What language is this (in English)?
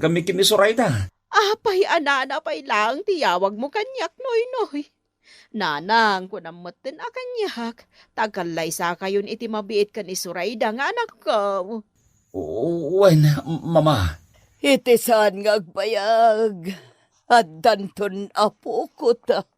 Iloko